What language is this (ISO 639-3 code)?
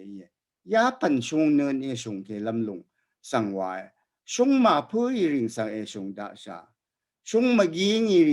raw